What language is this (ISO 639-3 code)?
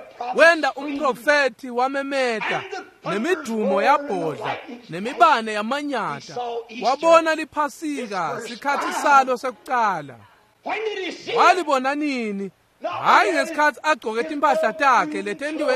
ssw